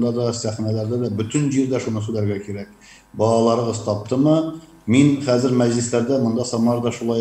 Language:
Tatar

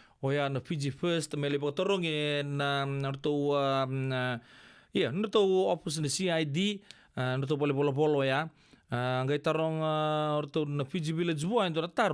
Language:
Fijian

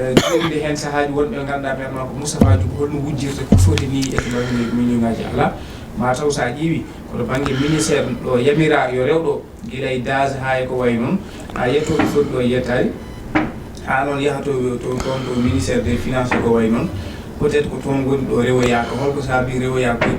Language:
Fula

